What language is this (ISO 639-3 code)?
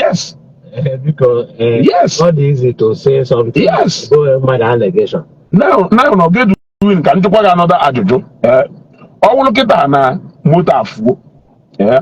ibo